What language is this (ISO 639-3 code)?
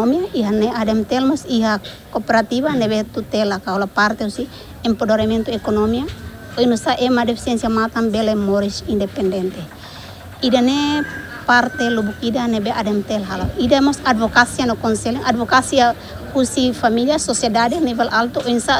tet